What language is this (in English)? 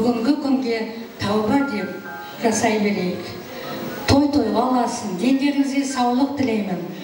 Kara-Kalpak